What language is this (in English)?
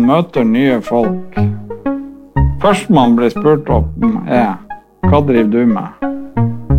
Norwegian